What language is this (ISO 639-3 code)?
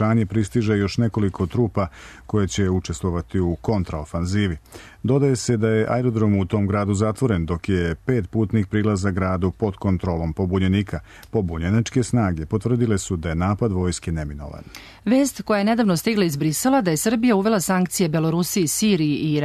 srp